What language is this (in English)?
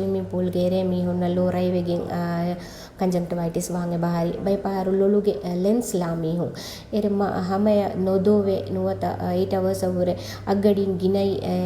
Divehi